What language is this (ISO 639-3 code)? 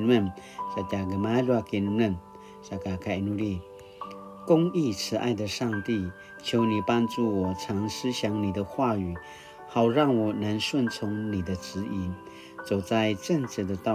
pwn